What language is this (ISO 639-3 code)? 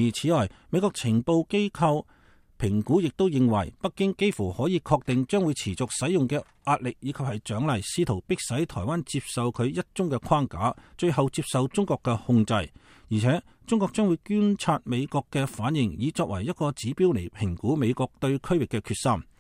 yue